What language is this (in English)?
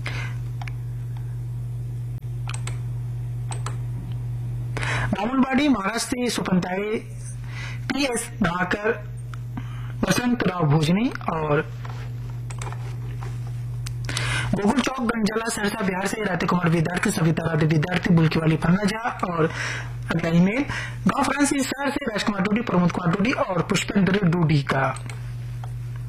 Hindi